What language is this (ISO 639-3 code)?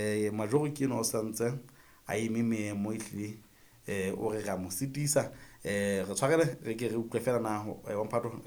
sot